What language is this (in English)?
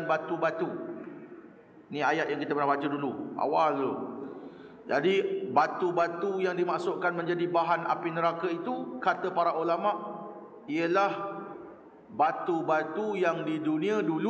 Malay